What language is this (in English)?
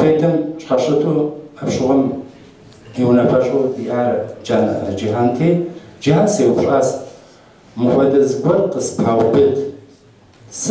Kabardian